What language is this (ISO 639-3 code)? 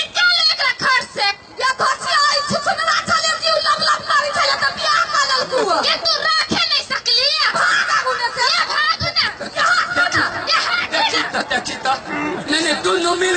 mai